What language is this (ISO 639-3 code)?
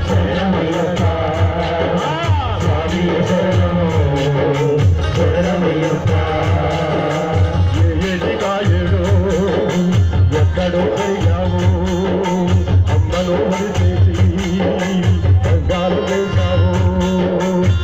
tel